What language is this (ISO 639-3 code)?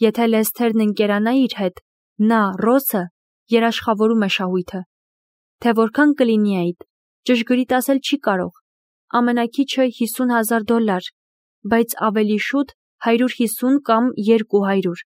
hye